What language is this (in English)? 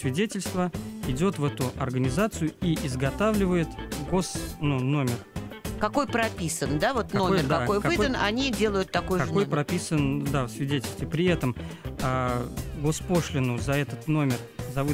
Russian